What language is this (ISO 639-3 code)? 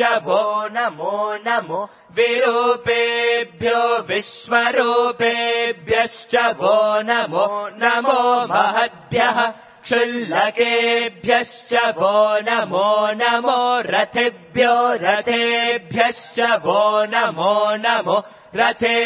san